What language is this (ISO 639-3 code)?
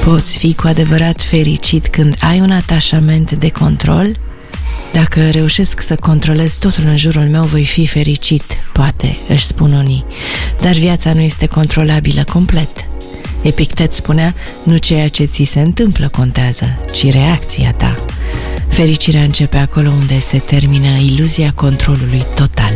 ron